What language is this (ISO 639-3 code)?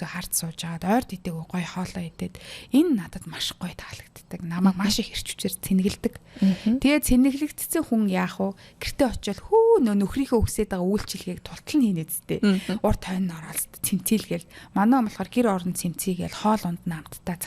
mon